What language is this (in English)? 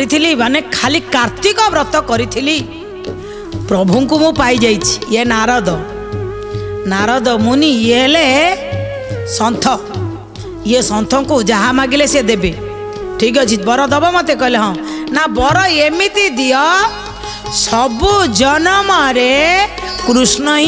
Odia